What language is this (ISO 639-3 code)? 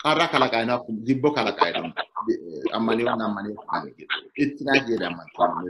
sid